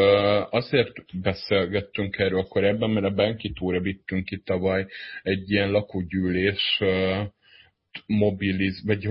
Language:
Hungarian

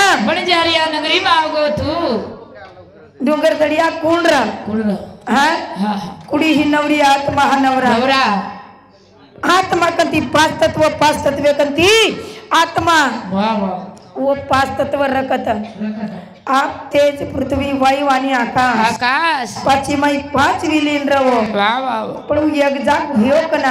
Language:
Lambadi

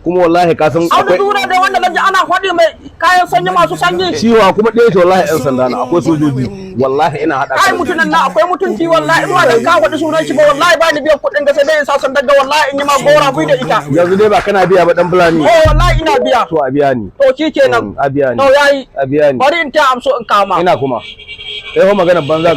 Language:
Hausa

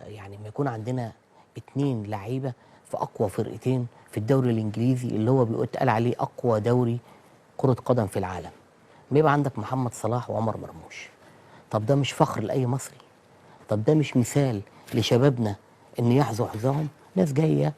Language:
Egyptian Arabic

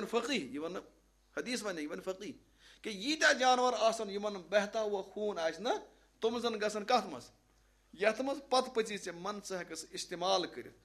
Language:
Kashmiri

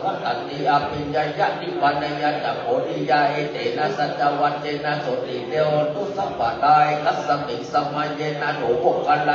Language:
Pali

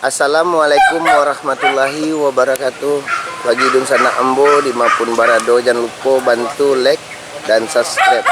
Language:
Minangkabau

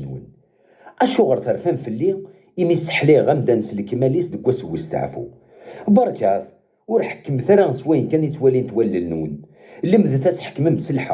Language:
Kabyle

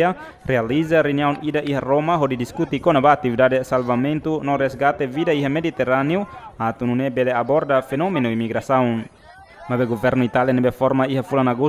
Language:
Tetum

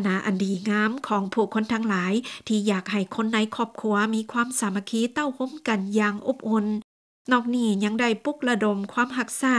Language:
Lao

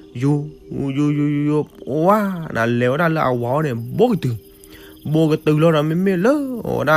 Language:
S'gaw Karen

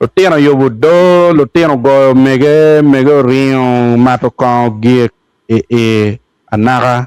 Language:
Acoli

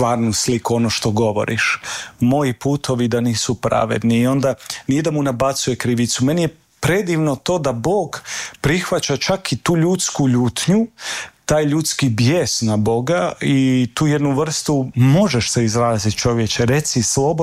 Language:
Croatian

